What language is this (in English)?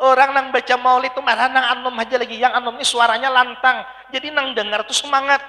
Banjar